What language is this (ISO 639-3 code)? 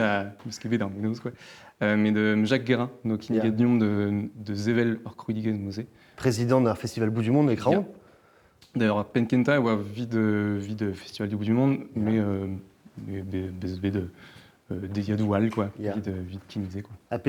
bre